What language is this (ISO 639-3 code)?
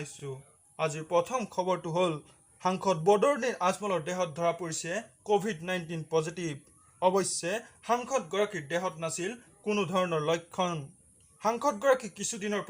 asm